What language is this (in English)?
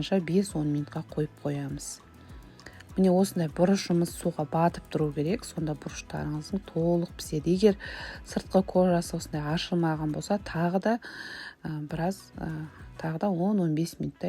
Kazakh